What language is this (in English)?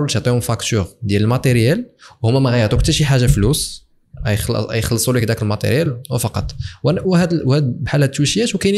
Moroccan Arabic